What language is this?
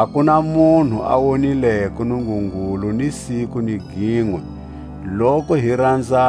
Tswa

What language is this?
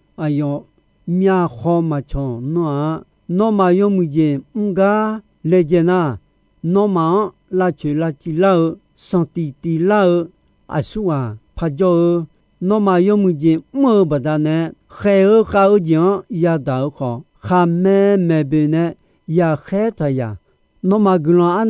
Akha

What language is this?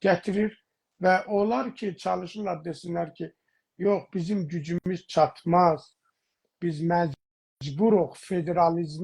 South Azerbaijani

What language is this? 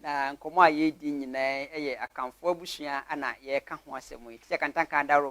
Akan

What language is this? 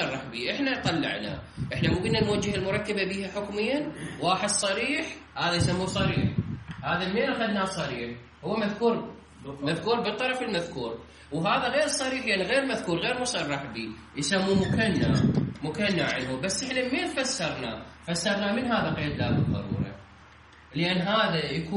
Mesopotamian Arabic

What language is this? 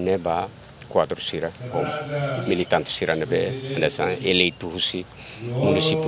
Tetum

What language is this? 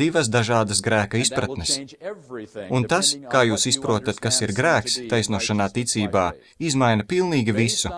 Latvian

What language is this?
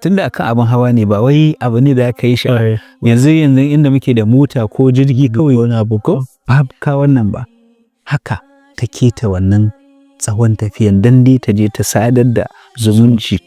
Hausa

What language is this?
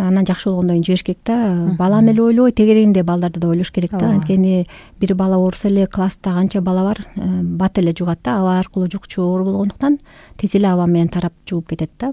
Kyrgyz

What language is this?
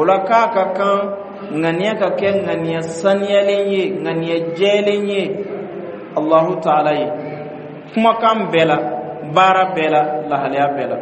Bambara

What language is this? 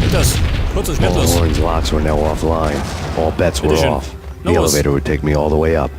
Bavarian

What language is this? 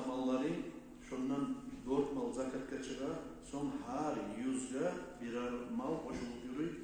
Kumyk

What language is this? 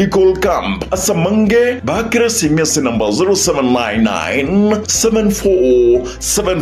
Gusii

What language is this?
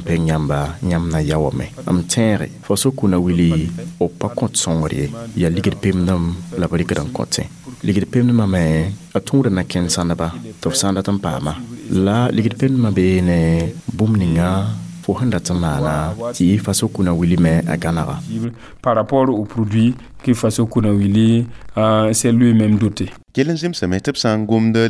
Mossi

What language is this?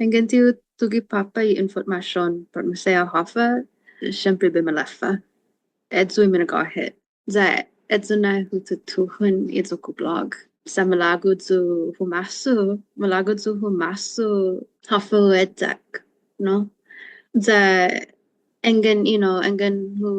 Chamorro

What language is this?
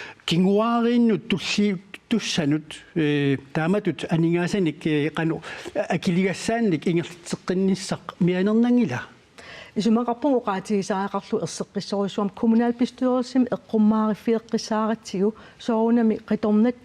Kalaallisut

